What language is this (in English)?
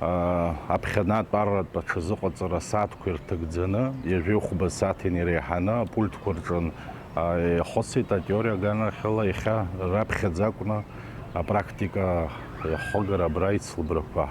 Abkhazian